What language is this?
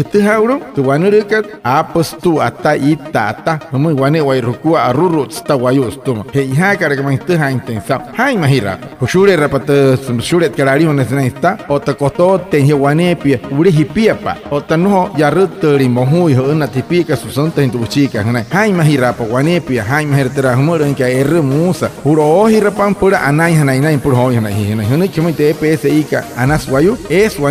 Wayuu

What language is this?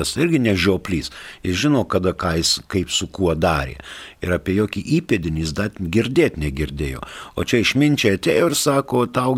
Lithuanian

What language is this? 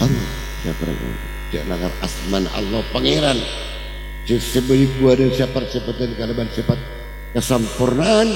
Madurese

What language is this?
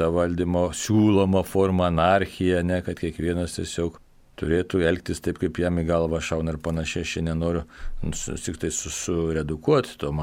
Lithuanian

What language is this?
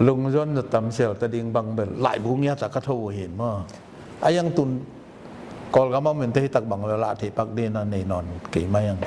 Tedim Chin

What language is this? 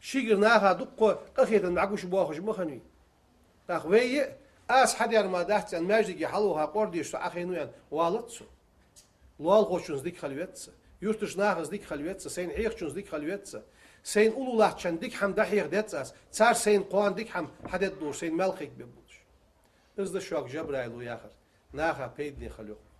Ingush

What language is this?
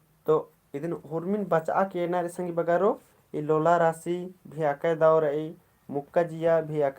Kurukh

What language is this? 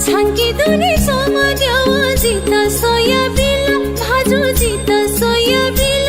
Newari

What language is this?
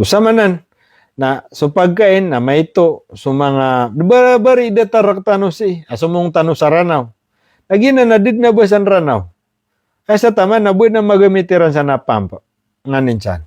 Maranao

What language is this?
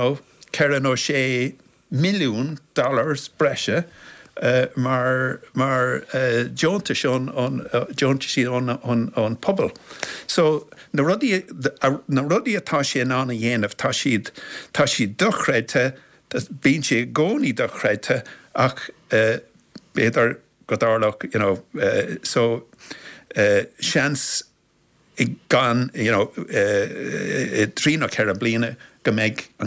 Irish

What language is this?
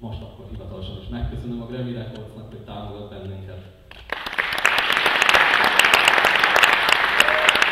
Hungarian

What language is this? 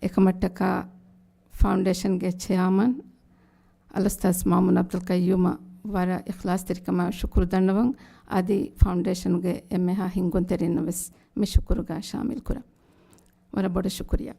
Divehi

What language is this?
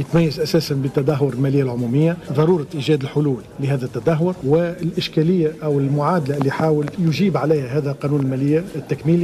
Tunisian Arabic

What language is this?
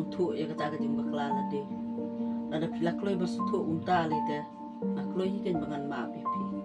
Khasi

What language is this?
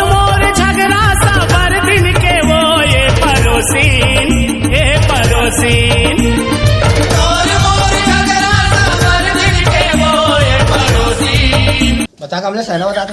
Chhattisgarhi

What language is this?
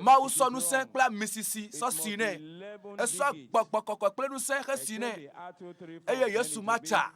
Ewe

